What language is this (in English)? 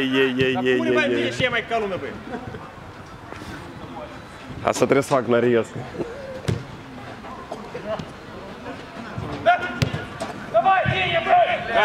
Romanian